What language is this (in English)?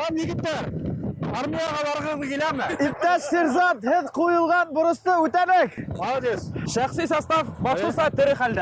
Bashkir